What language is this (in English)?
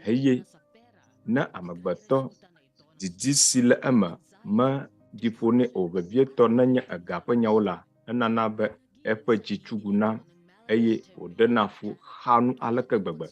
Ewe